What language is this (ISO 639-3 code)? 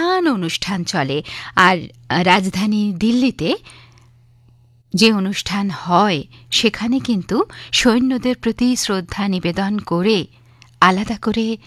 ben